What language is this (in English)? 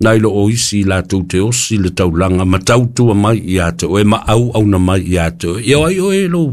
Samoan